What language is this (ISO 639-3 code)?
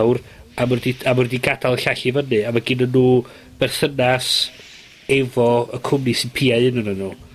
cym